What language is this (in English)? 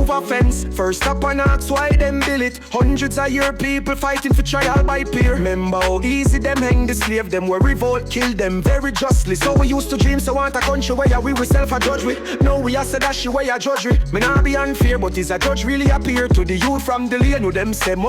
Jamaican Creole English